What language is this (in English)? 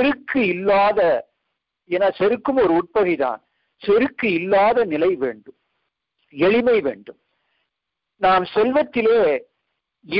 Tamil